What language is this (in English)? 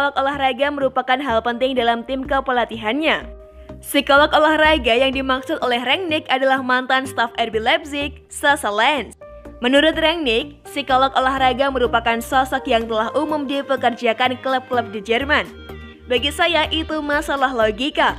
Indonesian